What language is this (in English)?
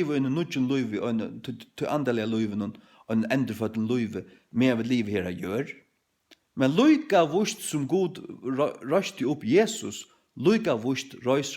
Faroese